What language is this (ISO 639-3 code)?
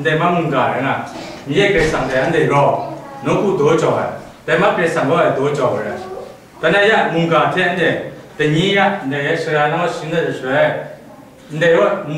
kac